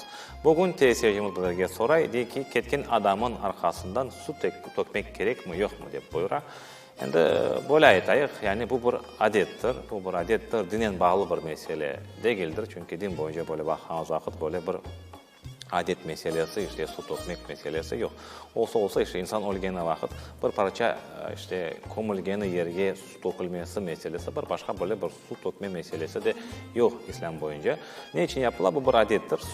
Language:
Crimean Tatar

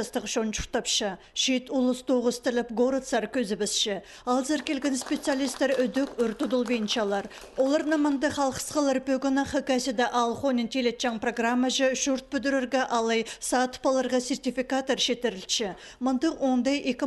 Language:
Khakas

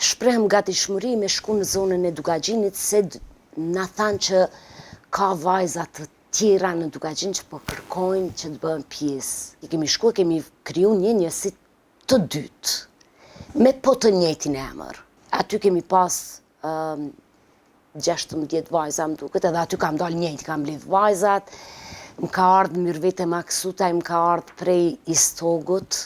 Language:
Albanian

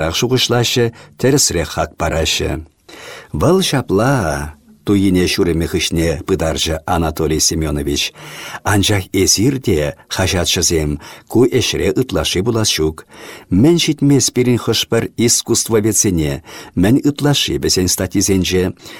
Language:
Chuvash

